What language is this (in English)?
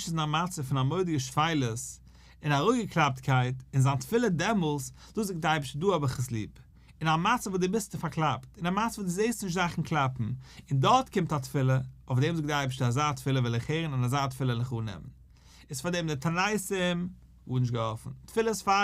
Yiddish